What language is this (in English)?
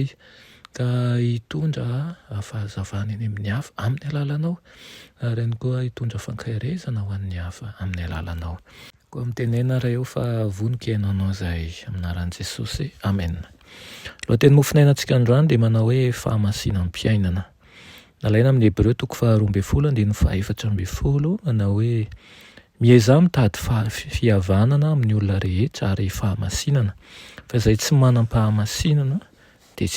Malagasy